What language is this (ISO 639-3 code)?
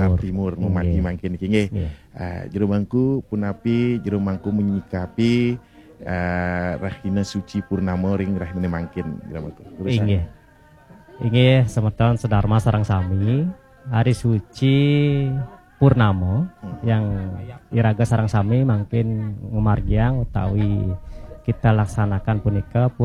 ban